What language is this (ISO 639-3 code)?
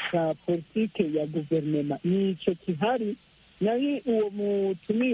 kin